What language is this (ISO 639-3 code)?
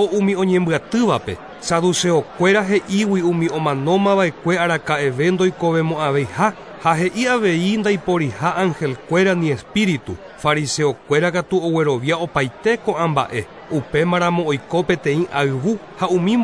grn